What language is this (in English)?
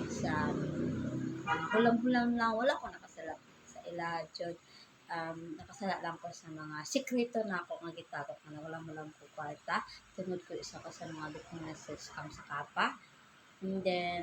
Cebuano